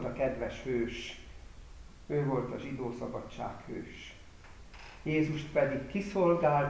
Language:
Hungarian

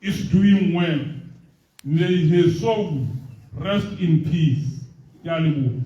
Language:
Tswana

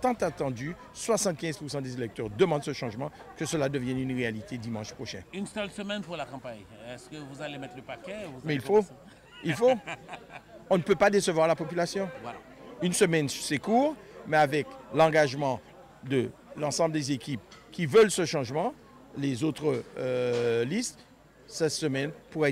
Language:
French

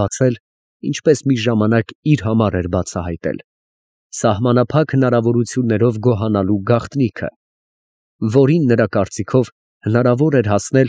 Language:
Armenian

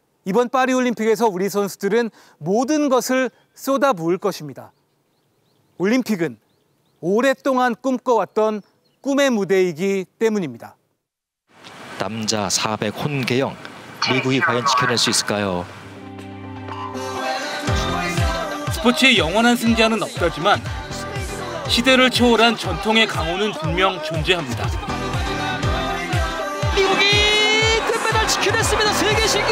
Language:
Korean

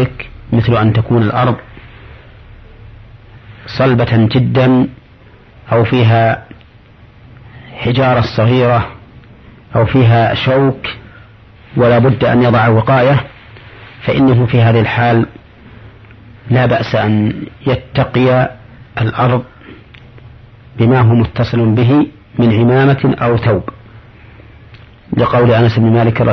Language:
Arabic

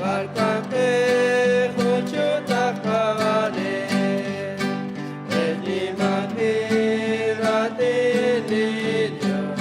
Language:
Kekchí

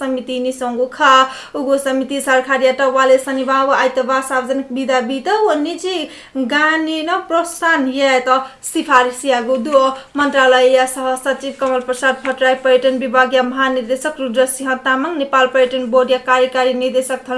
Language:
Newari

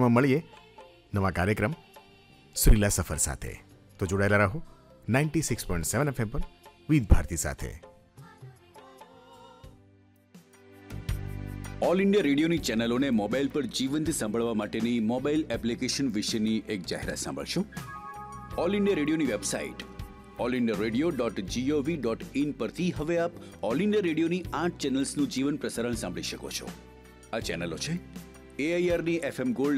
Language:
Gujarati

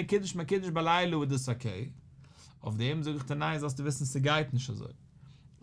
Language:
Yiddish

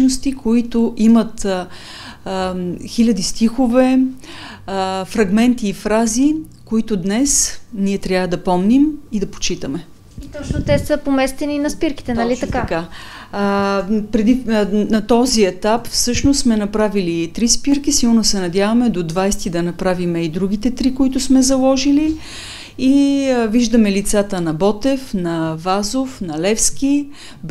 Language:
Bulgarian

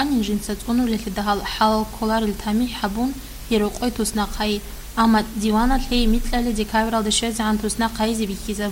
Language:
Avaric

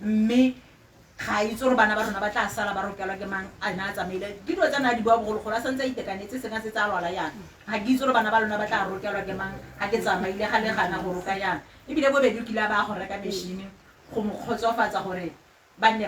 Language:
Tswana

